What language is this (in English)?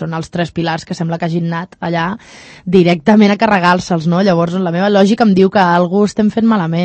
Catalan